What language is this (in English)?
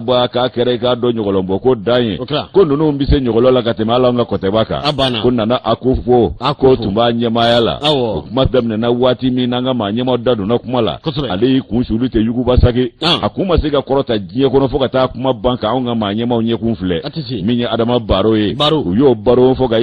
Bambara